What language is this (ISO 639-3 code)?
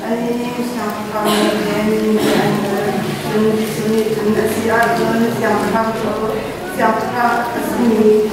cnh